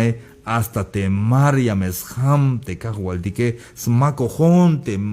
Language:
Tzeltal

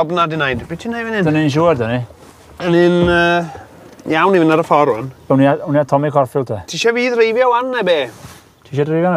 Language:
Welsh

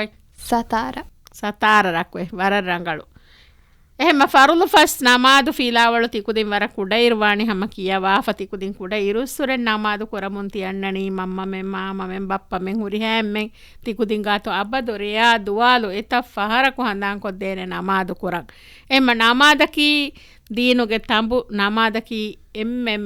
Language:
Divehi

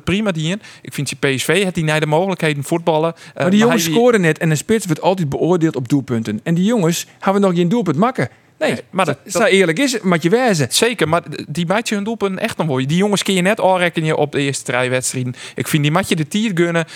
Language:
Western Frisian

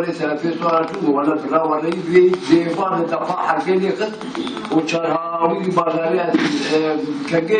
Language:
Kurdish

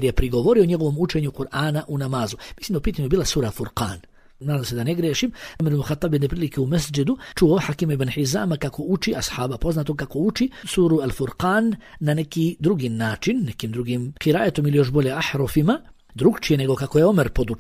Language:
Bosnian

